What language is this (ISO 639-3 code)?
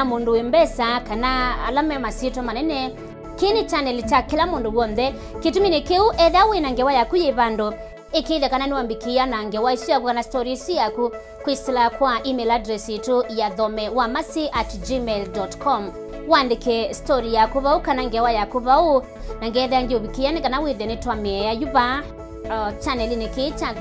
kam